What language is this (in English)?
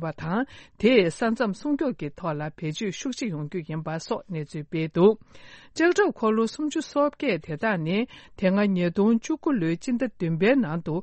Tibetan